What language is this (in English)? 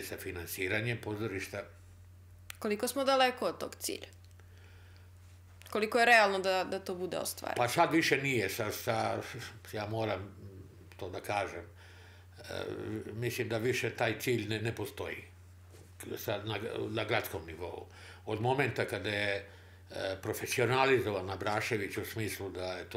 Serbian